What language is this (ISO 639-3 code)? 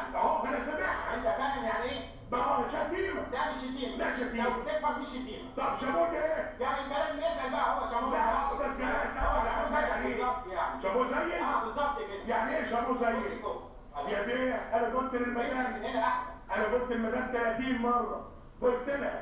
arz